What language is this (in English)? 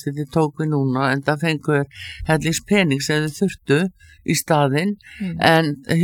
Icelandic